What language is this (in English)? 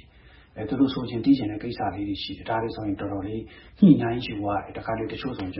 Burmese